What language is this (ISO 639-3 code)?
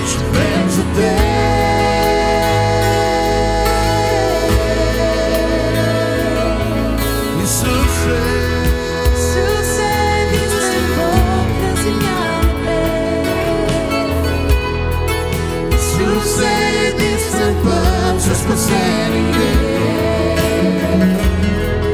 bul